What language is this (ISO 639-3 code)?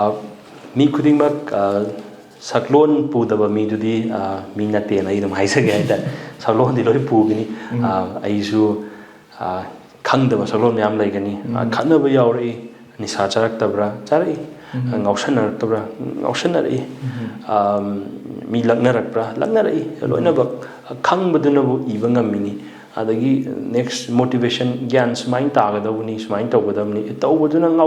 mni